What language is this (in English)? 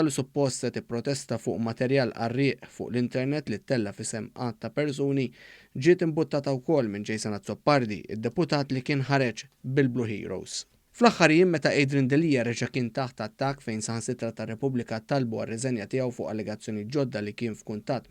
Maltese